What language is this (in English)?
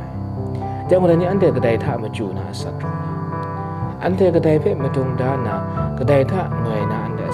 Kachin